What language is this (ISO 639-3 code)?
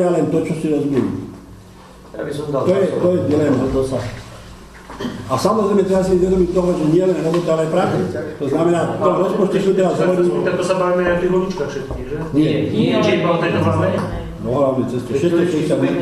slk